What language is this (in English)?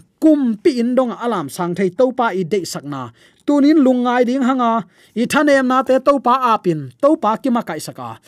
Tedim Chin